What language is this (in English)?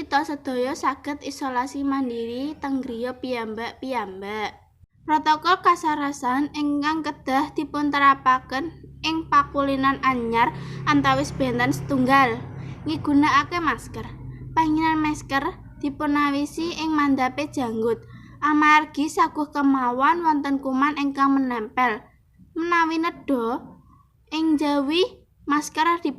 Javanese